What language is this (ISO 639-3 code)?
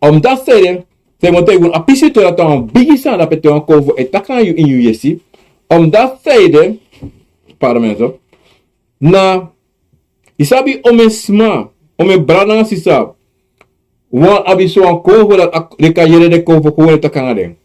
srn